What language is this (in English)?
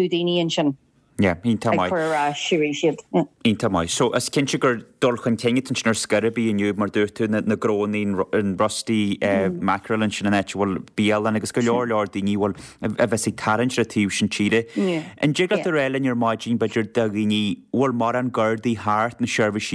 Irish